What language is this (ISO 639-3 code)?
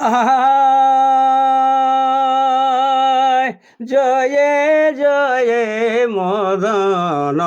sck